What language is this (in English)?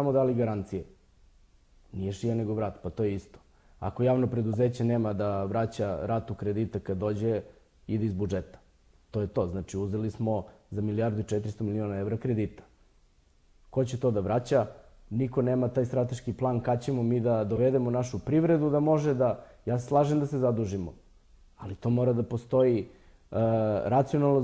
Serbian